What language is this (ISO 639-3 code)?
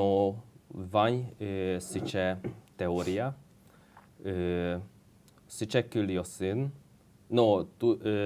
udm